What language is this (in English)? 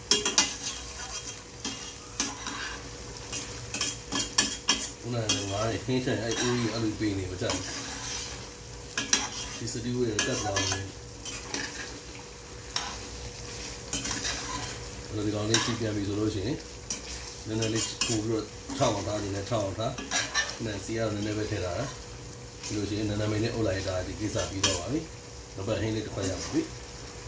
Burmese